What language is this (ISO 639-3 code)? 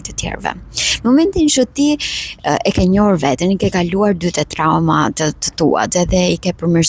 sqi